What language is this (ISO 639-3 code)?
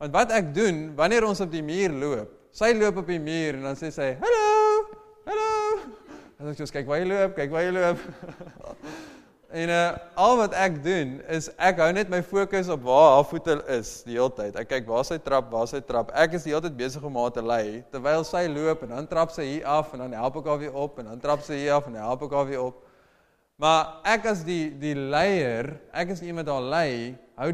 afr